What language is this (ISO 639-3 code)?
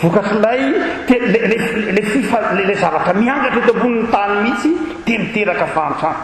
mlg